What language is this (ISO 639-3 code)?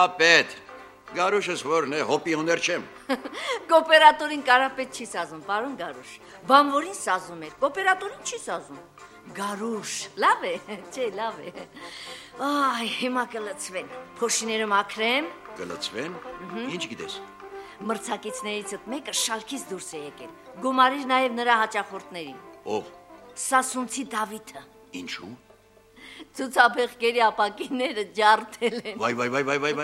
hye